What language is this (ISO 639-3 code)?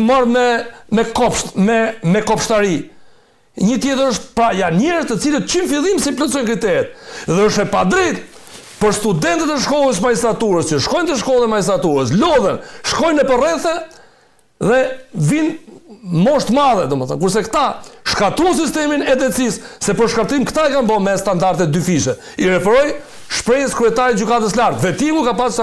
sqi